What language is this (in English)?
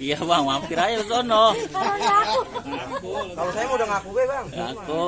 Betawi